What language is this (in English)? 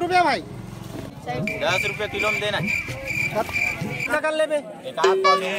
Chhattisgarhi